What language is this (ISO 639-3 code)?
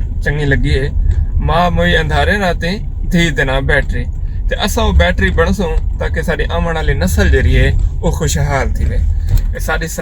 skr